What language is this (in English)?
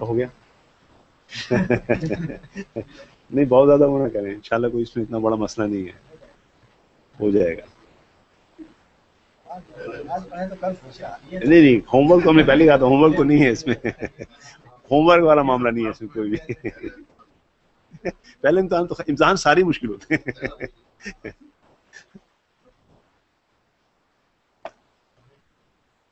Urdu